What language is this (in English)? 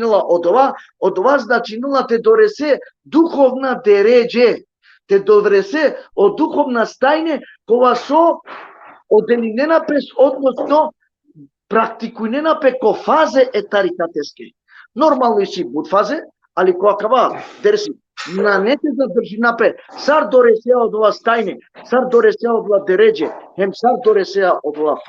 Balkan Romani